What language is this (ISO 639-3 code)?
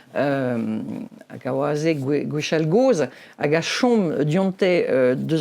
bre